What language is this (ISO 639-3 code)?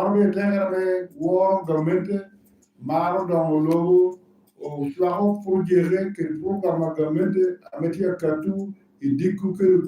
laj